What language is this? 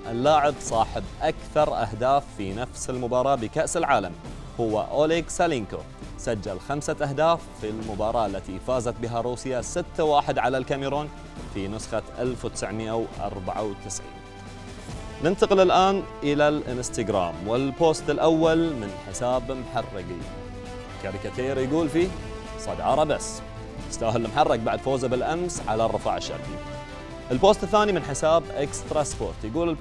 Arabic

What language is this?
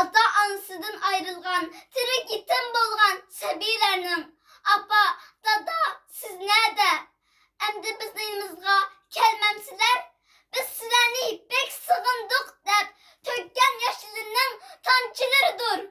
Uyghur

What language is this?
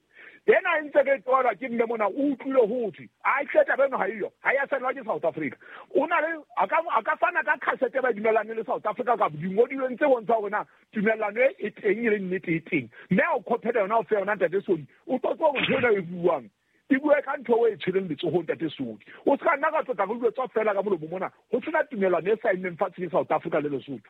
Southern Sotho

